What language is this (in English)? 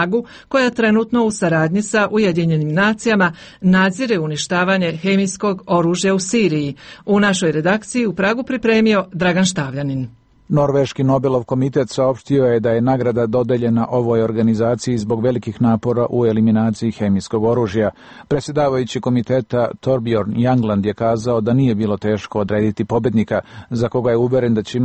Croatian